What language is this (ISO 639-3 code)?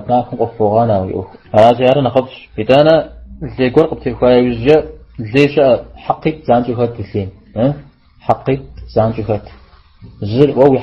kbd